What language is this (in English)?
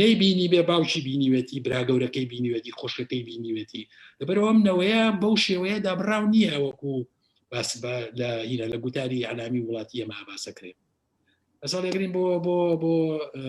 Central Kurdish